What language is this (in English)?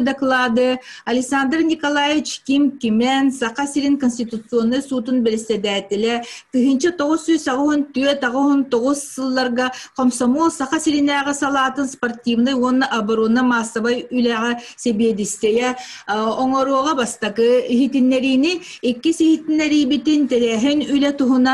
Yakut